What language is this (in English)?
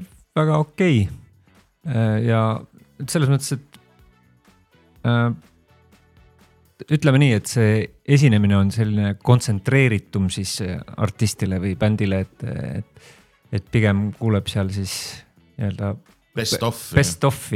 Estonian